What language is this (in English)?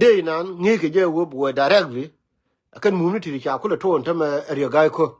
Nuer